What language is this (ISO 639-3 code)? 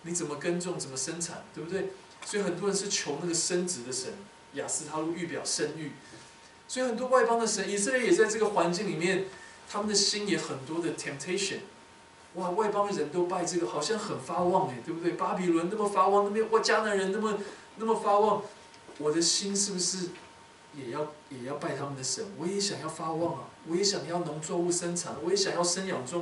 zho